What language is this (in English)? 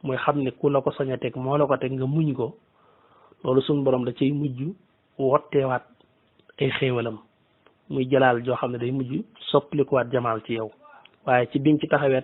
Wolof